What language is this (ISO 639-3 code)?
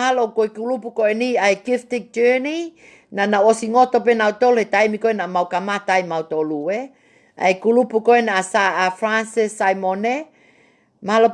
ton